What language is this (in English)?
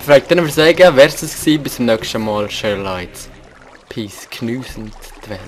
Swiss German